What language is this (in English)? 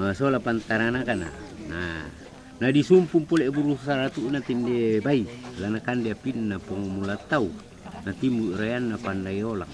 Toraja-Sa'dan